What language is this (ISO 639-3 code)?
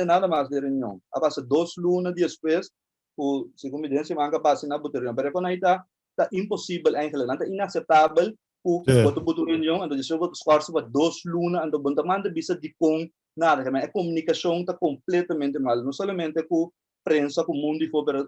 pap